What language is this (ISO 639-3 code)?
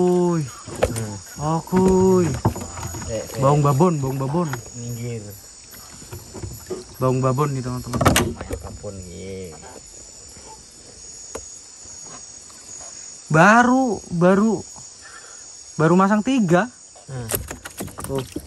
ind